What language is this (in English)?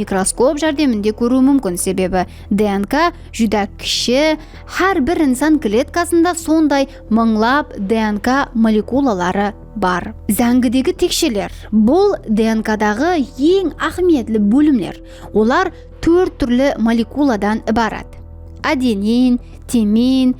Kara-Kalpak